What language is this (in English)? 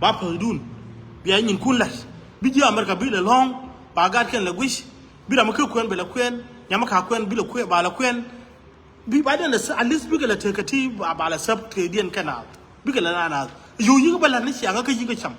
Nuer